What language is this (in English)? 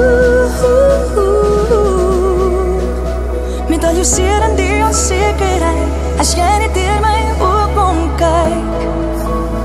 Afrikaans